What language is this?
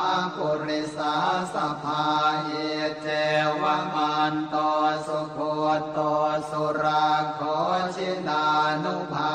Pali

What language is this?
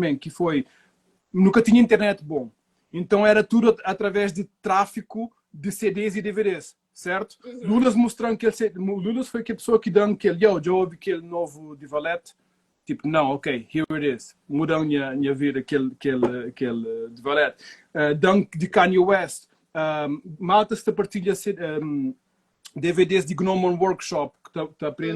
Kabuverdianu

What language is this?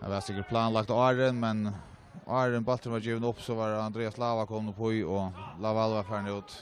Faroese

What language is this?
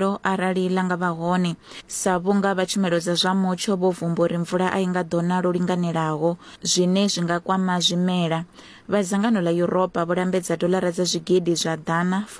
Venda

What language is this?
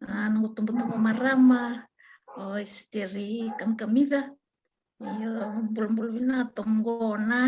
Fijian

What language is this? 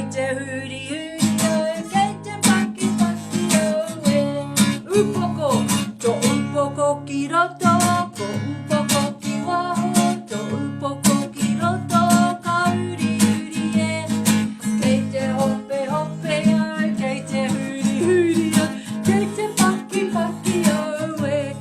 Māori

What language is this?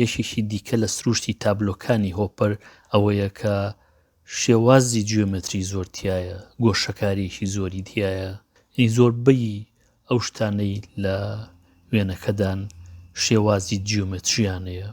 Central Kurdish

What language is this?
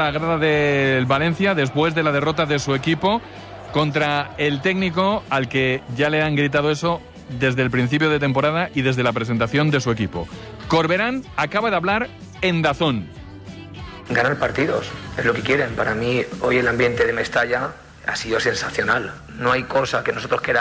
Spanish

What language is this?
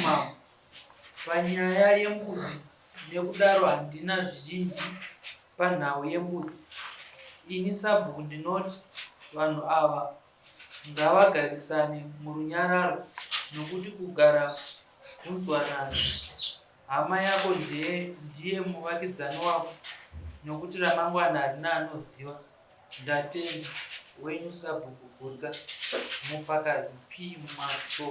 Shona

